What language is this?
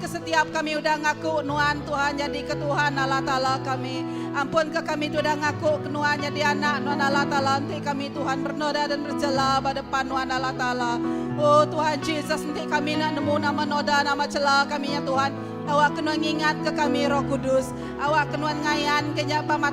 Iban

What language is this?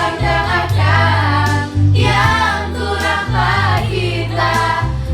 Manado Malay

